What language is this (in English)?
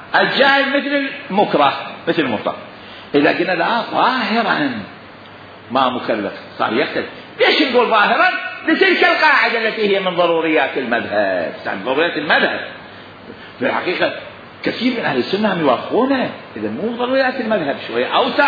Mesopotamian Arabic